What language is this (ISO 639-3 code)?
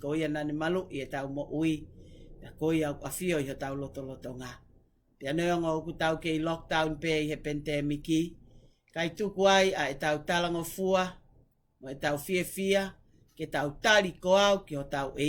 ton